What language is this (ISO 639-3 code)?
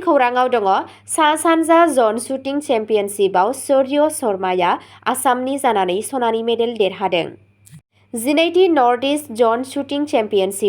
brx